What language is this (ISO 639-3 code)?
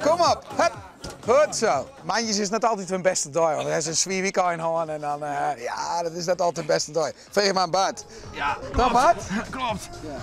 fry